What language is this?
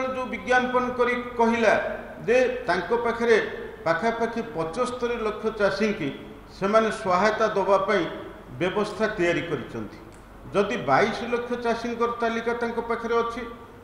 Odia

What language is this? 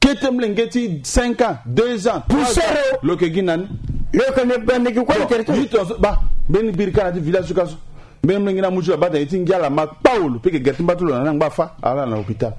Sango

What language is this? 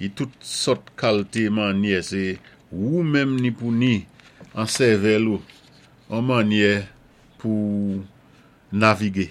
Saint Lucian Creole French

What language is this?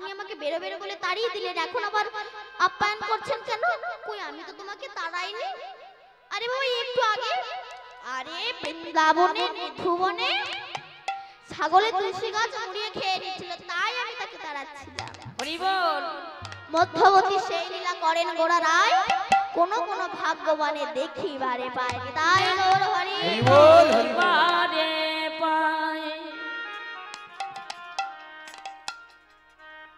Bangla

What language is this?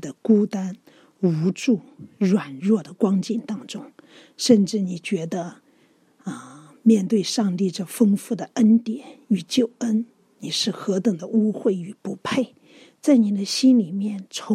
Chinese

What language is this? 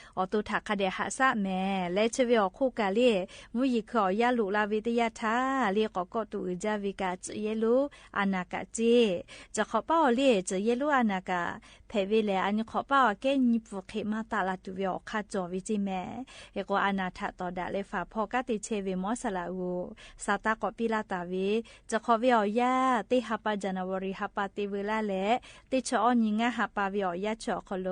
Lahu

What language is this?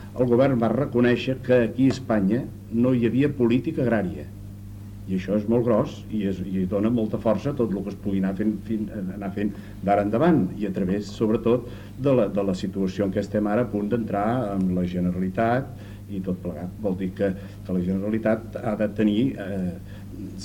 Catalan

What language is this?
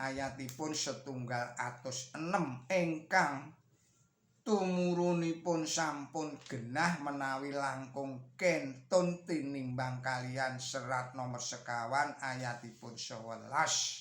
Javanese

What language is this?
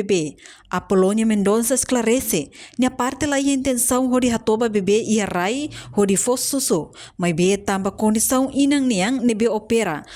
Tetum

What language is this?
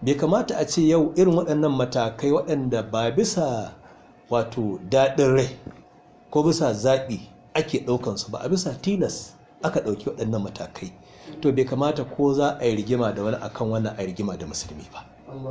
Hausa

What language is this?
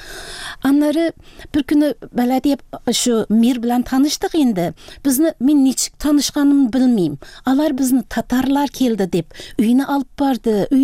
Tatar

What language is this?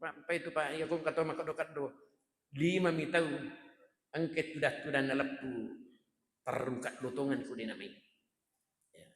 Buginese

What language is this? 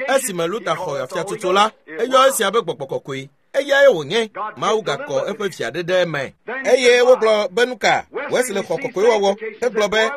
Ewe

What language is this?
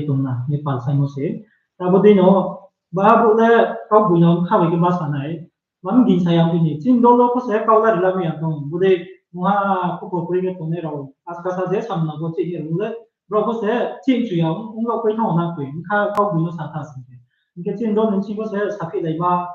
Riang (India)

